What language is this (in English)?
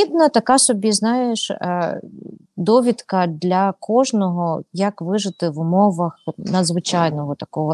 Ukrainian